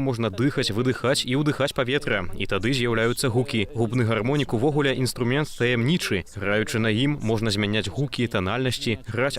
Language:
Belarusian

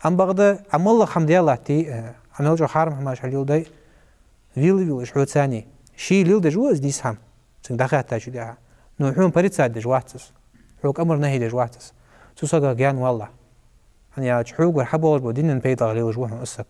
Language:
Ingush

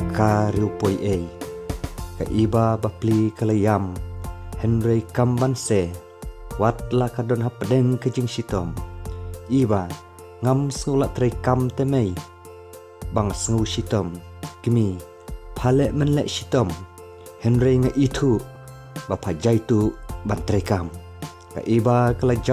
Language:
Khasi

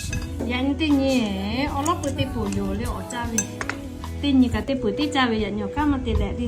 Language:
Lahu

